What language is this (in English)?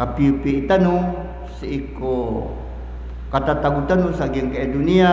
Maranao